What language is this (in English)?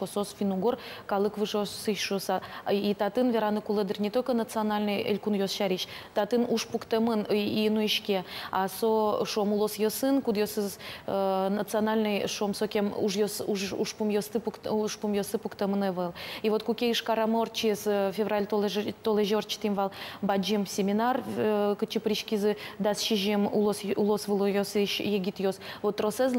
Udmurt